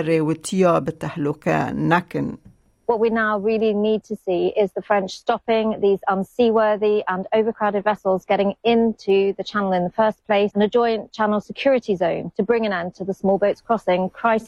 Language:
Kurdish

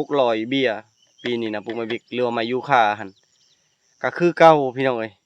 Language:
Lao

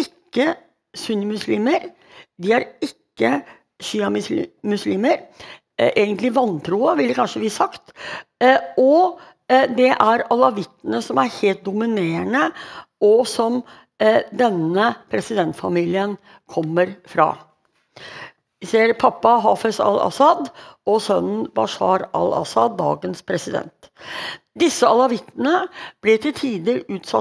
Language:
Norwegian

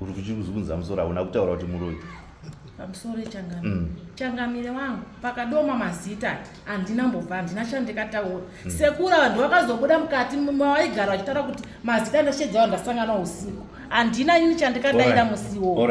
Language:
Shona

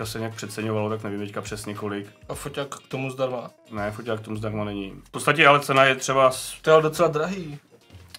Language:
Czech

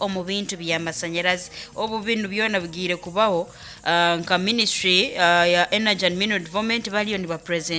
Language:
Nyoro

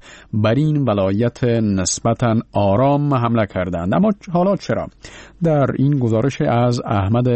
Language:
Persian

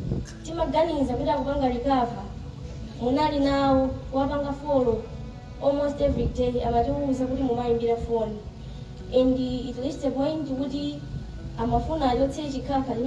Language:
Nyanja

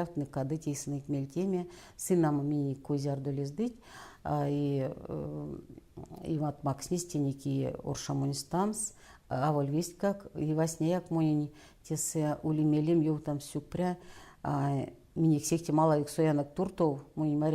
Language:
Erzya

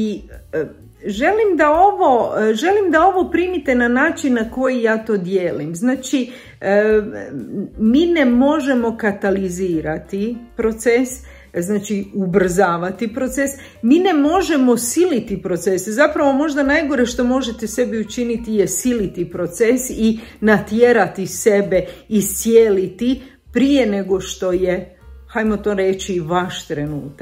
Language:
Croatian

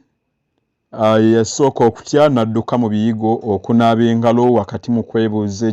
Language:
Ganda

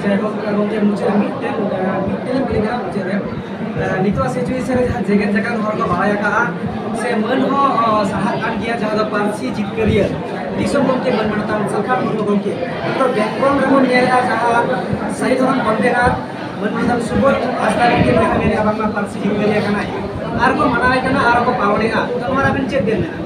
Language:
Santali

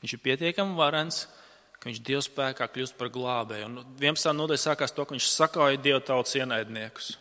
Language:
Latvian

